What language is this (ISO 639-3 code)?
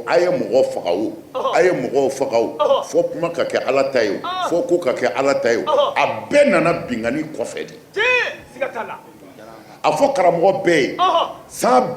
bam